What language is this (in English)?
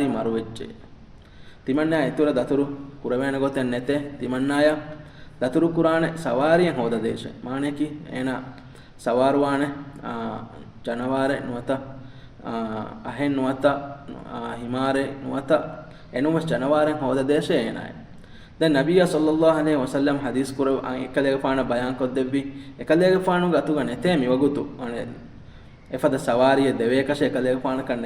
Divehi